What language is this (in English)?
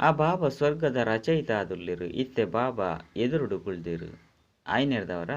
Tulu